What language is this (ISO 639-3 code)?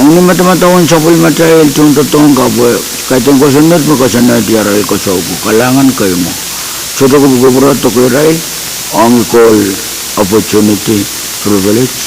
pon